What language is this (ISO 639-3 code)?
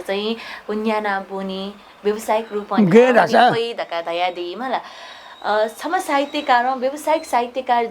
new